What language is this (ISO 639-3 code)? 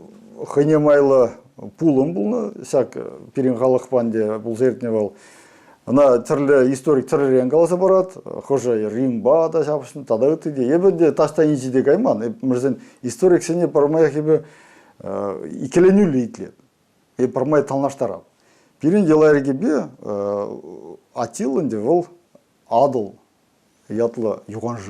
chv